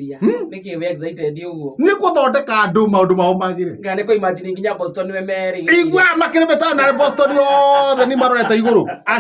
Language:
Kikuyu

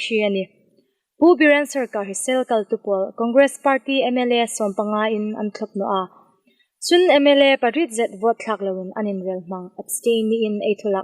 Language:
Hmar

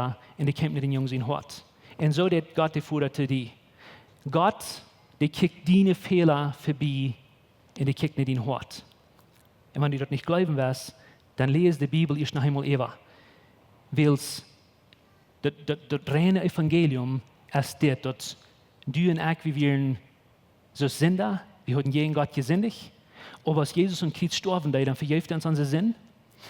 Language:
Plautdietsch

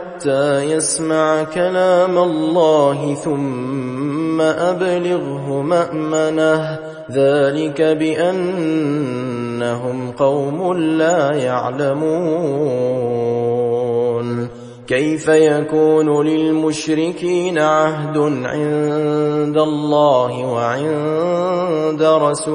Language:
Arabic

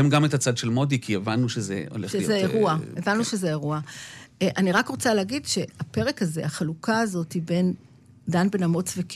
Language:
Hebrew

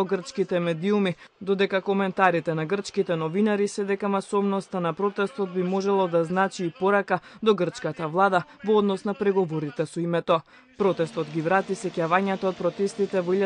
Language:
Macedonian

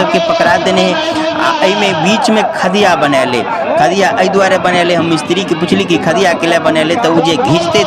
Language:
Maithili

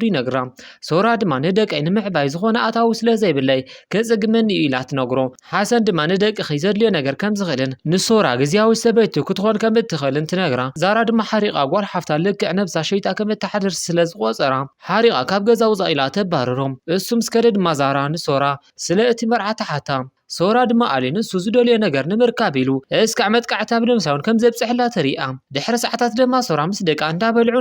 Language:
Tigrinya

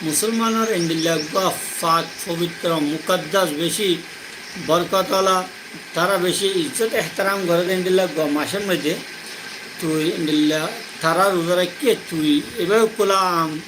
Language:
Rohingya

